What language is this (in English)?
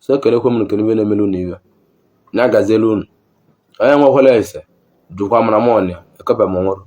Igbo